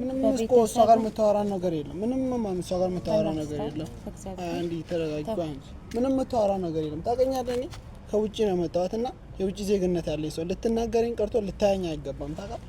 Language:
Amharic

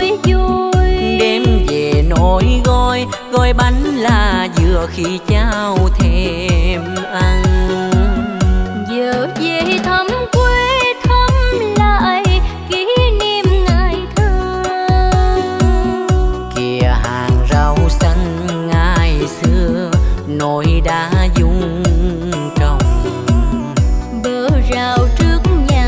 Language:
Vietnamese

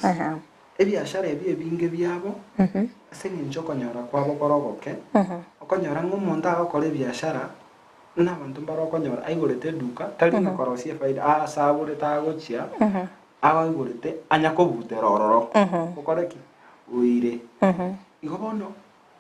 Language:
Gusii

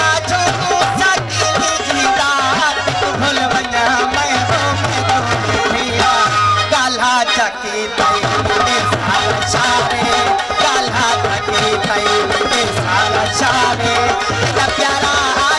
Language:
Saraiki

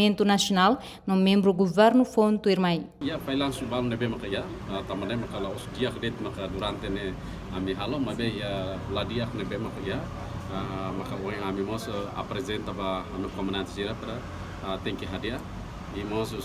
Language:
Tetum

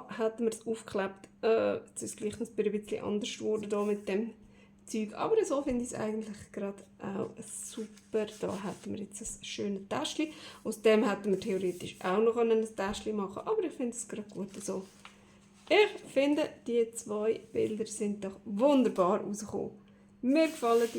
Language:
Swiss German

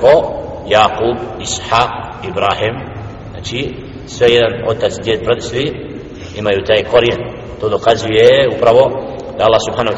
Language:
Bosnian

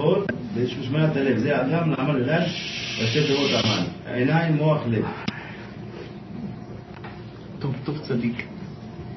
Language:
Hebrew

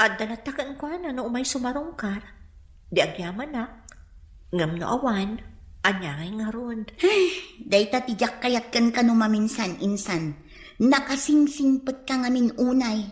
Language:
Iloko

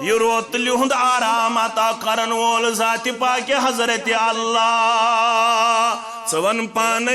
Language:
Kashmiri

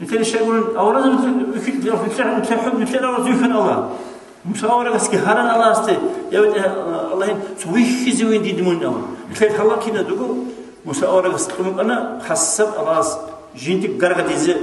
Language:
Avaric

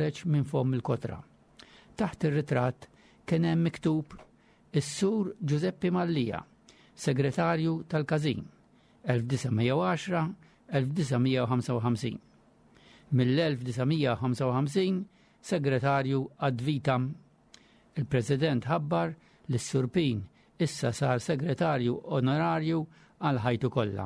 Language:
Maltese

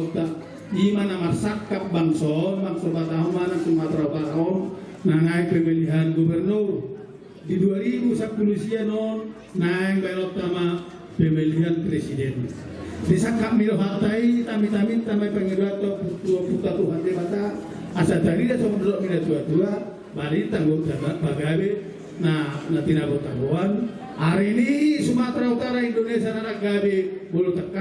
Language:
Batak Toba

